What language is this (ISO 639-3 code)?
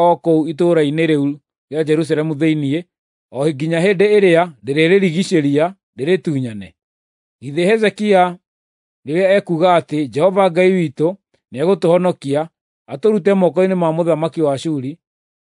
kik